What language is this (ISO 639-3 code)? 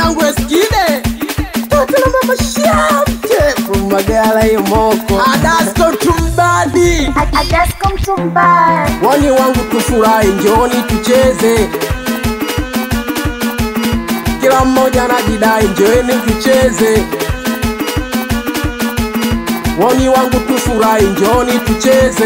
swa